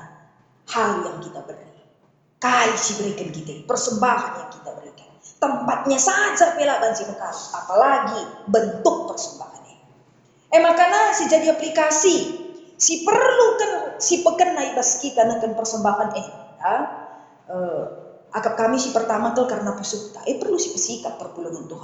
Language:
Batak Karo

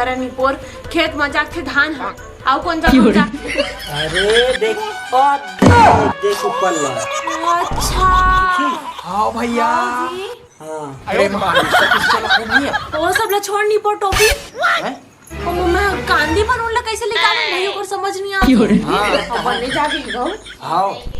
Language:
Chhattisgarhi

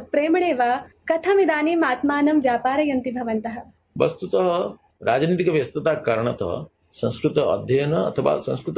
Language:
Sanskrit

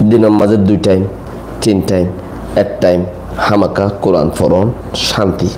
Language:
Rohingya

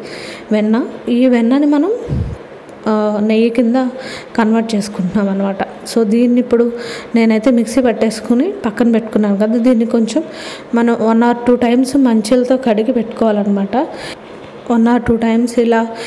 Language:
Telugu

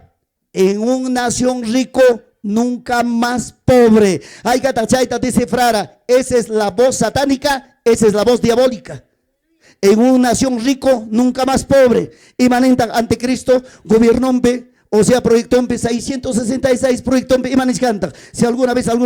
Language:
Ayacucho Quechua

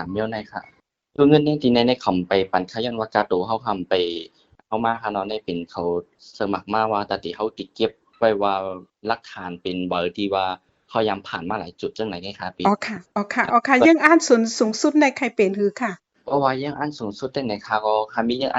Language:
Shan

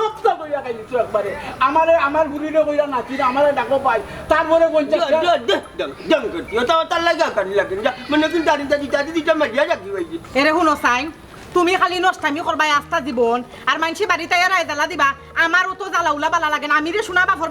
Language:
Sylheti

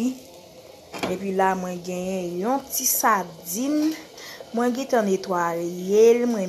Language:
Haitian Creole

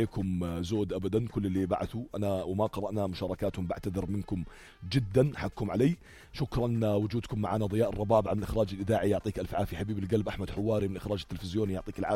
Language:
North Levantine Arabic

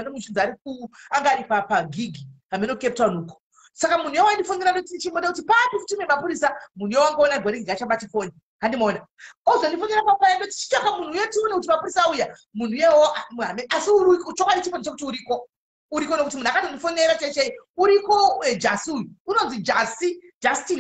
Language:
Shona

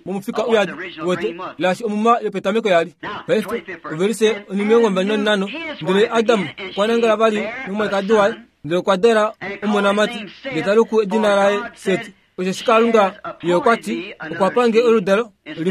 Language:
Kuanyama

